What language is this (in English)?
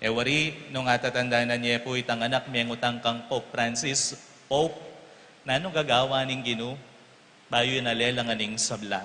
Pampanga